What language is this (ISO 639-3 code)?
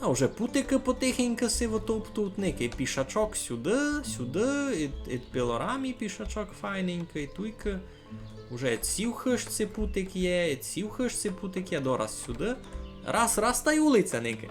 rue